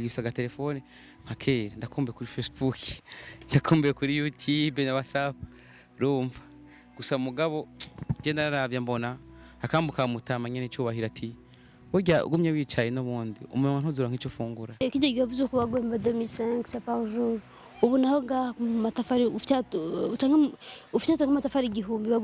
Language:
Rundi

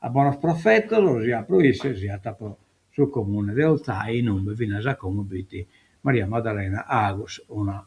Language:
Sardinian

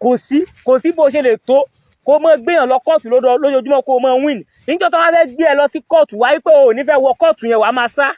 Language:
Yoruba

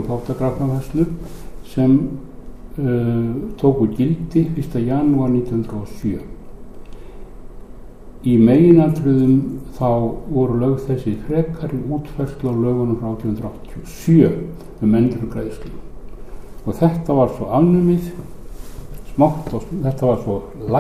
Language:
Icelandic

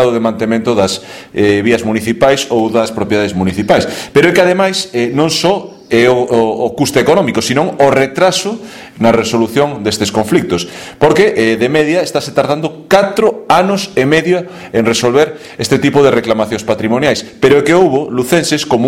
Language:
Galician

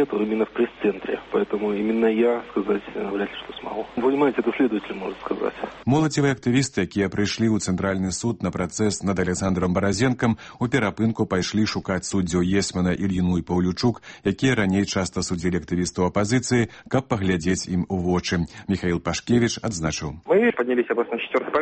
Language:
Belarusian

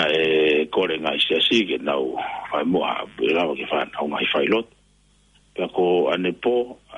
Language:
Tongan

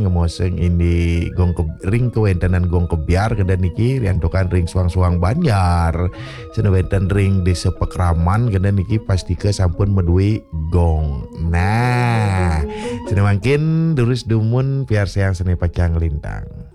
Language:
Balinese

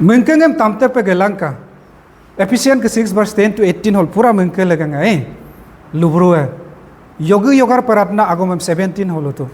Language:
Adi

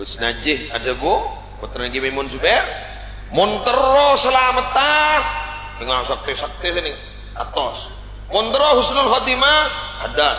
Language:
Madurese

